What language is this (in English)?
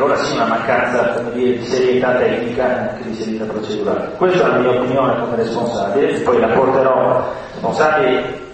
Italian